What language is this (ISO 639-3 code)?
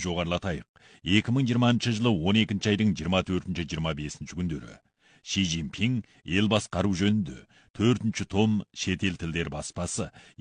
kaz